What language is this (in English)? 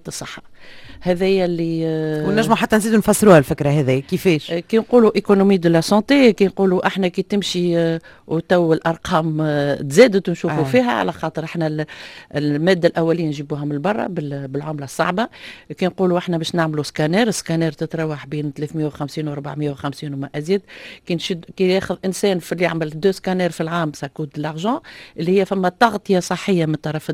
Tunisian Arabic